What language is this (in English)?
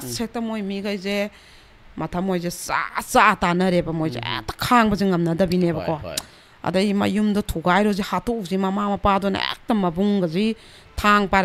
Manipuri